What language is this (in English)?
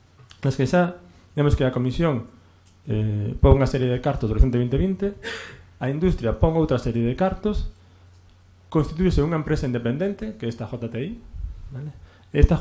Galician